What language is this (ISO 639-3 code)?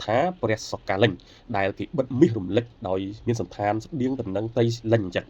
khm